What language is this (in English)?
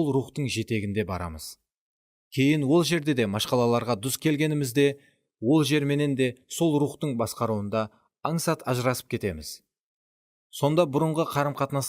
Kara-Kalpak